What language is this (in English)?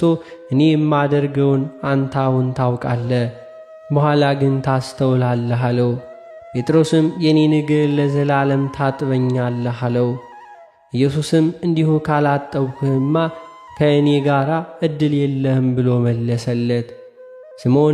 Amharic